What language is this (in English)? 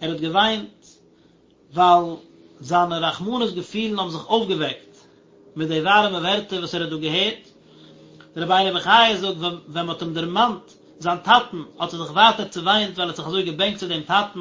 Yiddish